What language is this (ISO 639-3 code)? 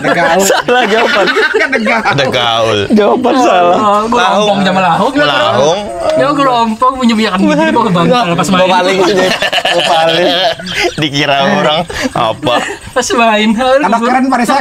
bjn